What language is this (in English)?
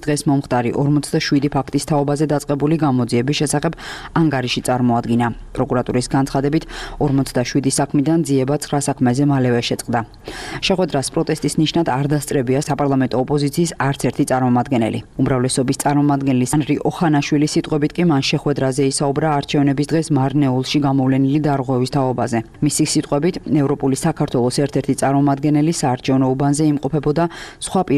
Georgian